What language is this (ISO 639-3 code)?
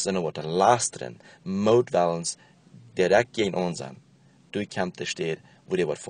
pdt